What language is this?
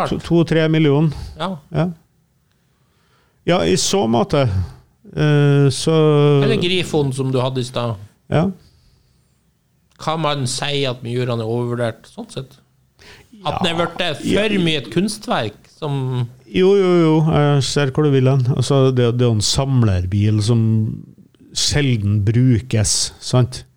Norwegian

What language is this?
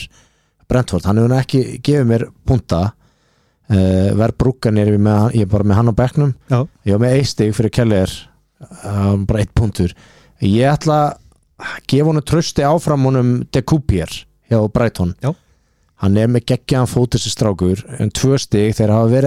Icelandic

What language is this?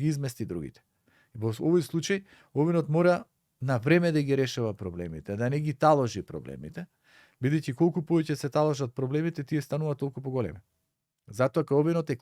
Macedonian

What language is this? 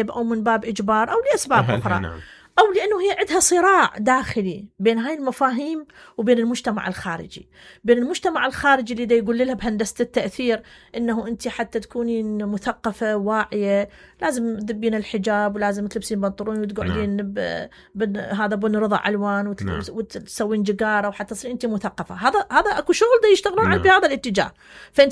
Mesopotamian Arabic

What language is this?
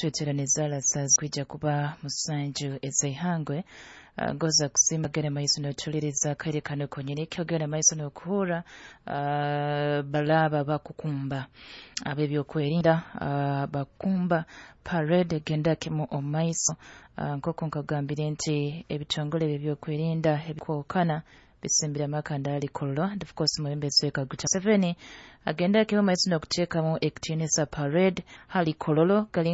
Nyoro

